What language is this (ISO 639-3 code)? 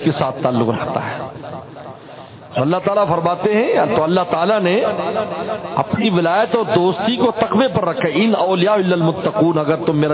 urd